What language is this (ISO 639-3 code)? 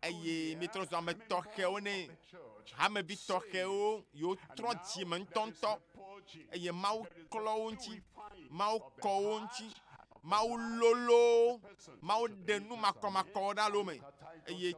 ewe